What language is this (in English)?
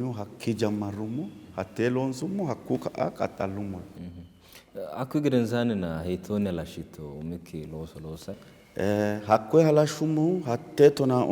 Sidamo